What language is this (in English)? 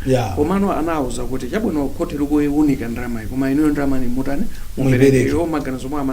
Nyanja